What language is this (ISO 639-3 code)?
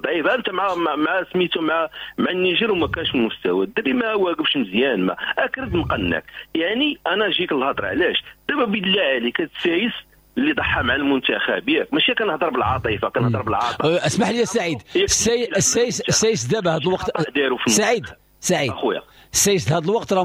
ary